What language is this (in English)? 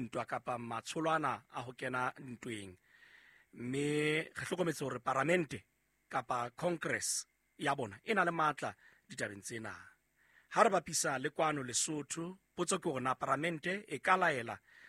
Southern Sotho